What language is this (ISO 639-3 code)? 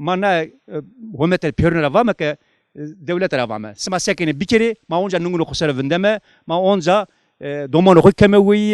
zza